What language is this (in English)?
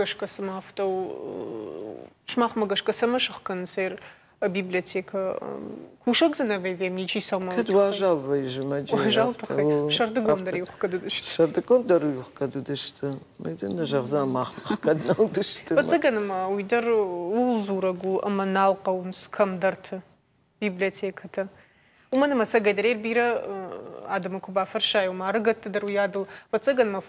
Ossetic